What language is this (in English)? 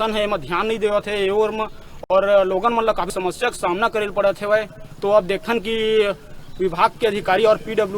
Chhattisgarhi